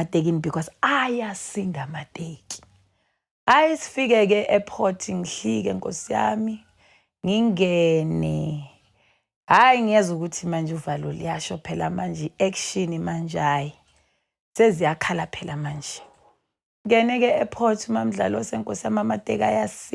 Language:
Zulu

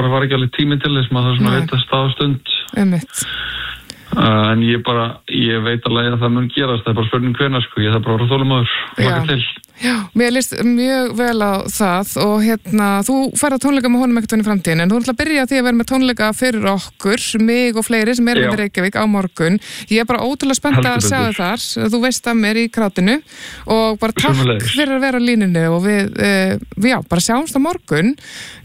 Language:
Icelandic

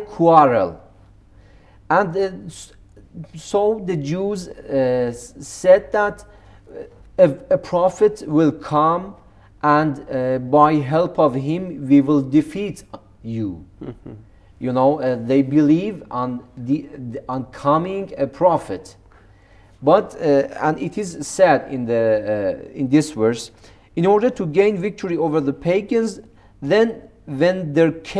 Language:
English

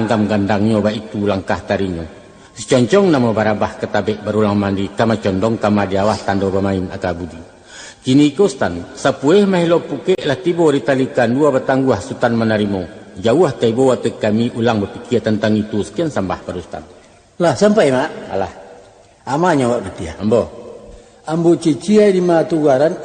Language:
Minangkabau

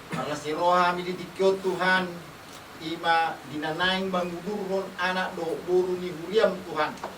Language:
Batak Toba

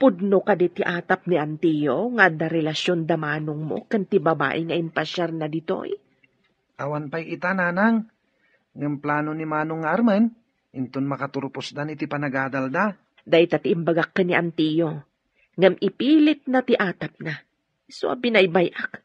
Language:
Iloko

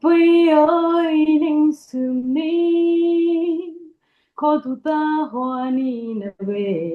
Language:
Dimasa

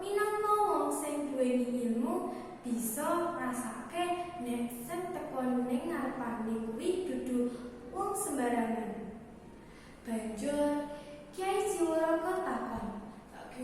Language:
Javanese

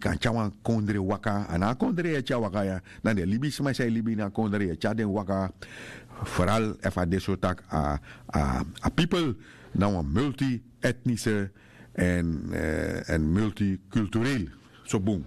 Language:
Sranan Tongo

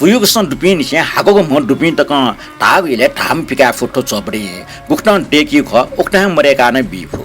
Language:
Newari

